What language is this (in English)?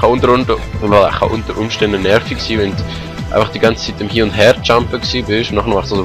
Swiss German